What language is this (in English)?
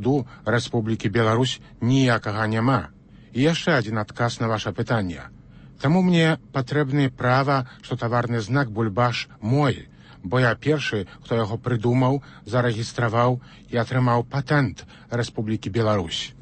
Belarusian